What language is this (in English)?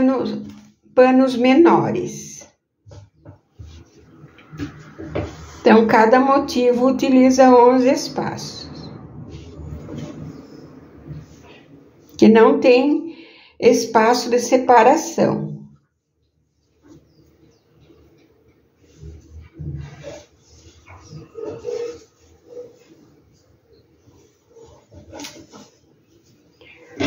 Portuguese